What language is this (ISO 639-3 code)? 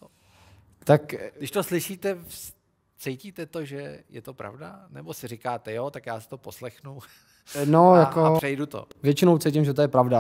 ces